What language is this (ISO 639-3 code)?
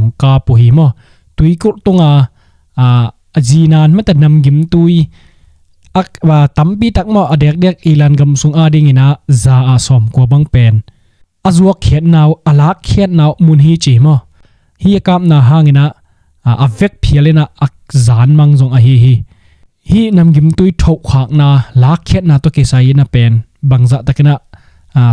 ctd